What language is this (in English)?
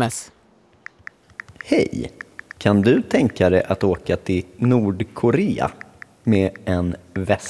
Swedish